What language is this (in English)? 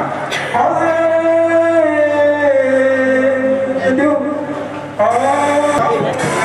Burmese